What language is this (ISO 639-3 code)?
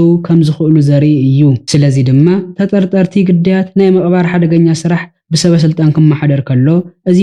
tir